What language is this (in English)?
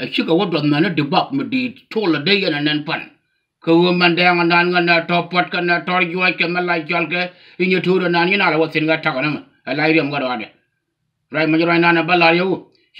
Nuer